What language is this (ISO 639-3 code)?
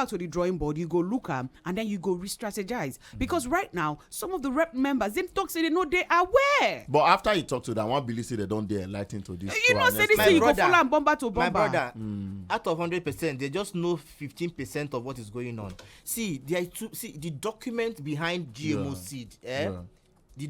pcm